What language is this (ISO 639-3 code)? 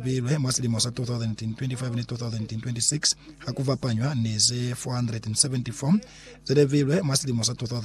loz